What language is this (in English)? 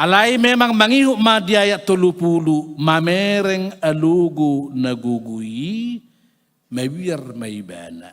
Batak Toba